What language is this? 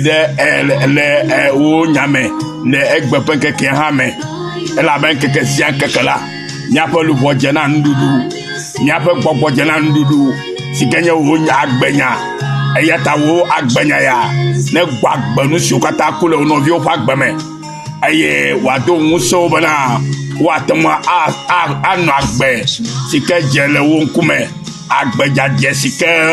Ewe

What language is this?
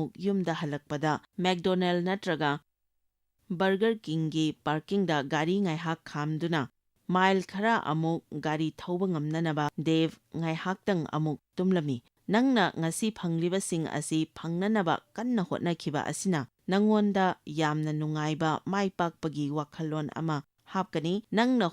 Manipuri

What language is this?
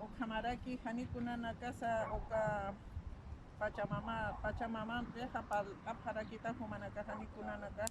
Aymara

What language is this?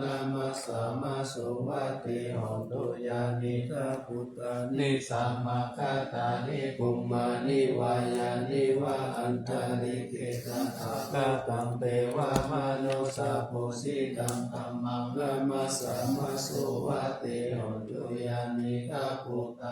Pali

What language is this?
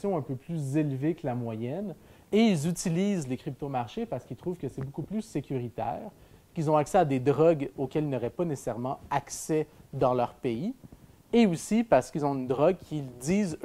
French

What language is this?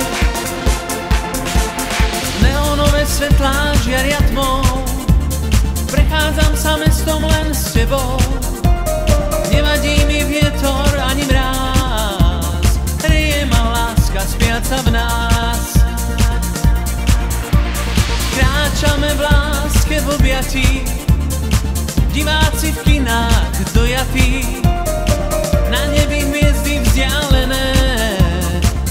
Slovak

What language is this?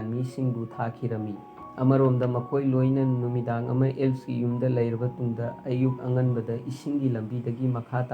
Manipuri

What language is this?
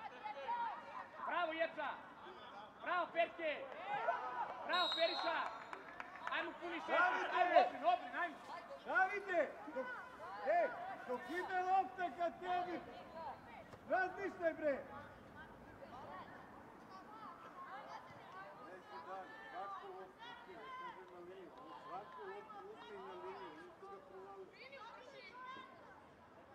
Serbian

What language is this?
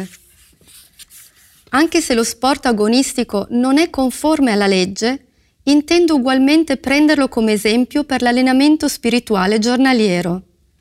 Italian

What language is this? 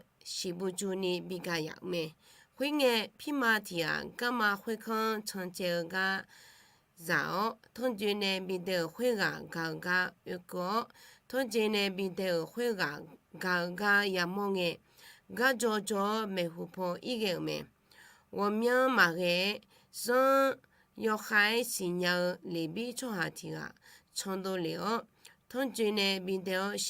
Akha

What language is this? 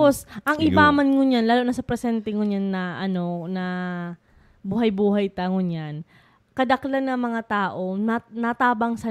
Bikol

